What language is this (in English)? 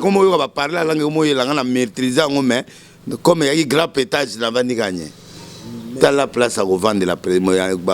Lingala